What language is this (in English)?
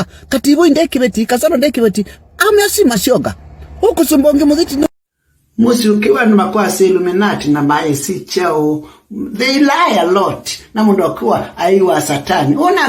Kamba